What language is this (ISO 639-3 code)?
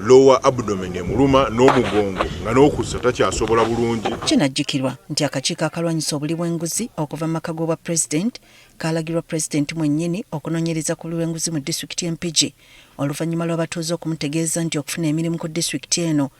lug